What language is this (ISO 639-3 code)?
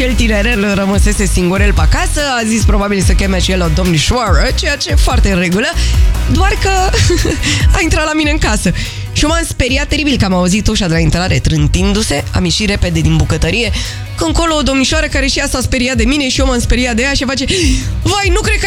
ron